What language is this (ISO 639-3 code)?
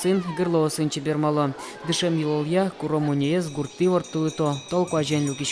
udm